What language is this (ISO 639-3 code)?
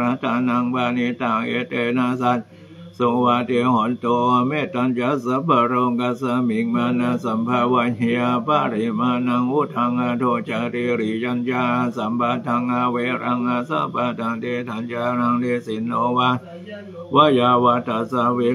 pli